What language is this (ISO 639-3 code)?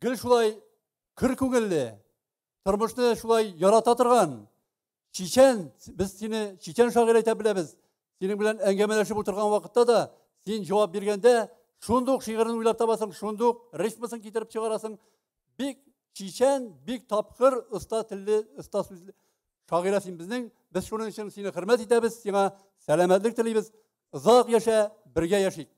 tat